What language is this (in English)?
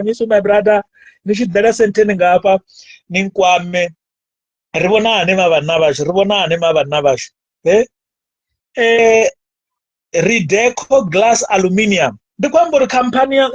Venda